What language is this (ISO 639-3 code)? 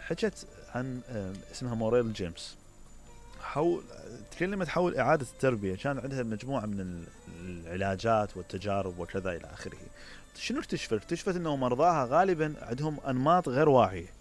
acm